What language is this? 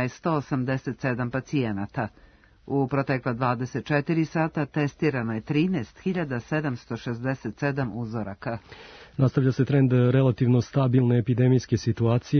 Serbian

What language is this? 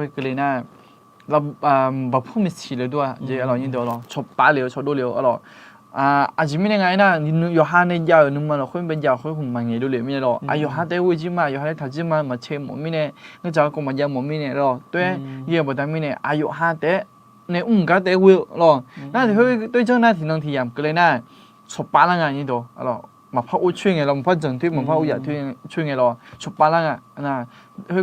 Akha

